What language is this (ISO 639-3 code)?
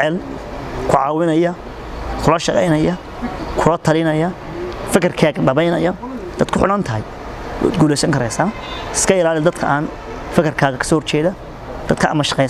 som